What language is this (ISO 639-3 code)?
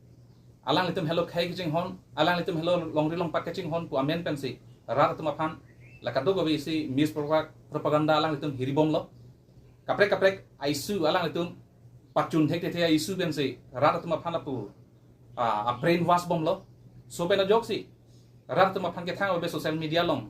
mjw